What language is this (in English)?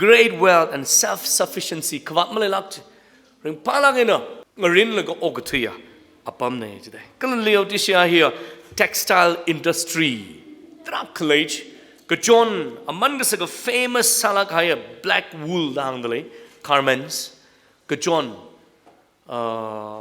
Tangkhul Naga (India)